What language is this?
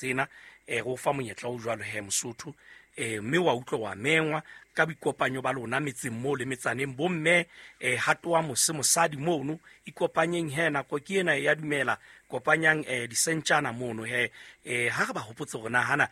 Southern Sotho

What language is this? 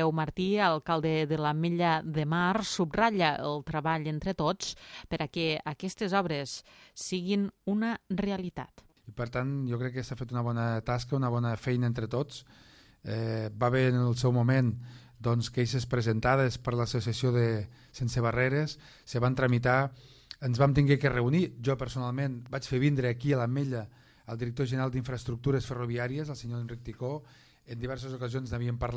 Catalan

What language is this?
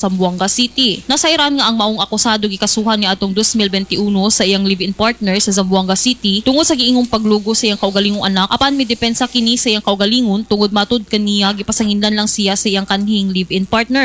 Cebuano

